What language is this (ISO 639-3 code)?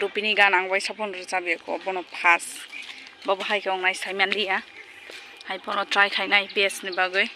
trp